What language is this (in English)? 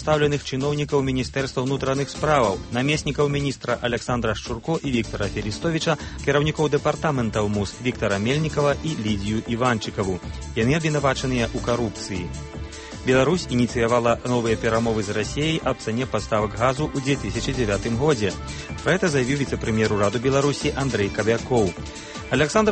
Belarusian